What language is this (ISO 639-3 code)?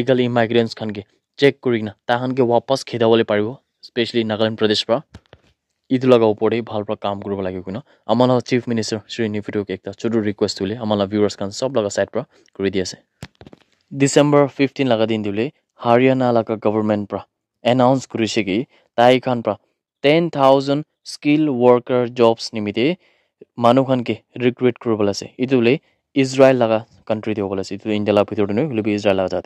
nag